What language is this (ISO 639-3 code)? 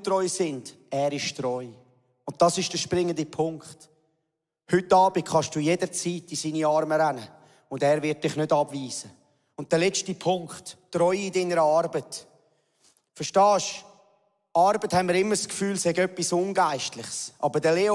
gsw